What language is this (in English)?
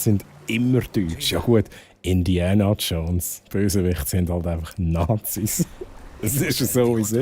Swiss German